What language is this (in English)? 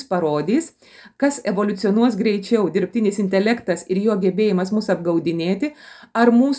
Lithuanian